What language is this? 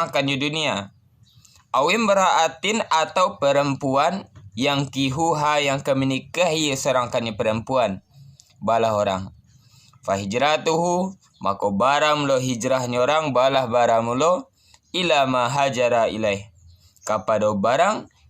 Minangkabau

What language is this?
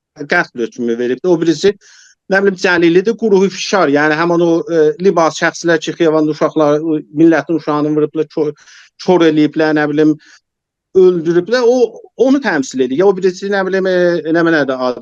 South Azerbaijani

